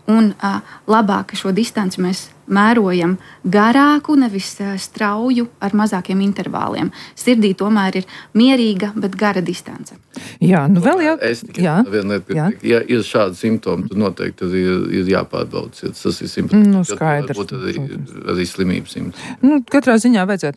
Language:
Latvian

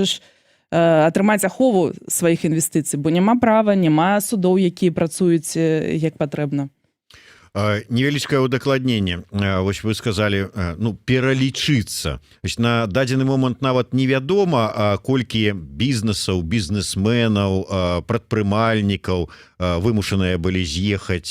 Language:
Belarusian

